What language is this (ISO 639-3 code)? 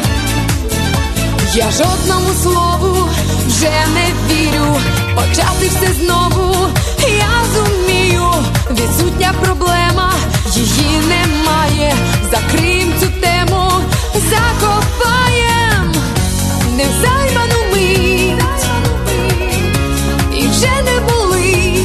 ukr